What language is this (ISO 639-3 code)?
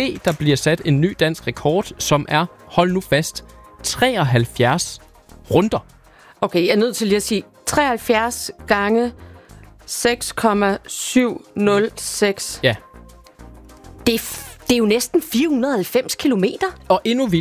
dan